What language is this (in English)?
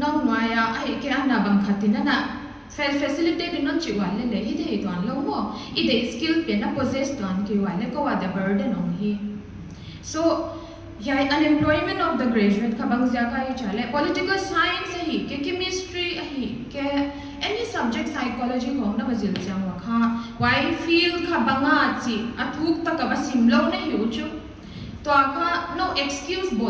Paite Chin